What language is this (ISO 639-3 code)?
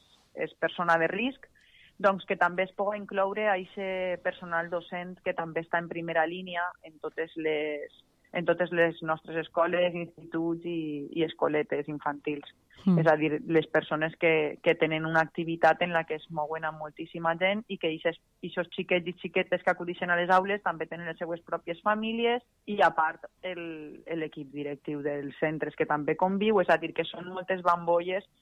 cat